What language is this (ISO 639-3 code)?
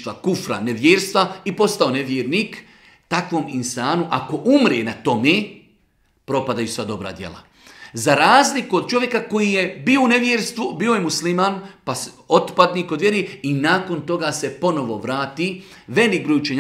bos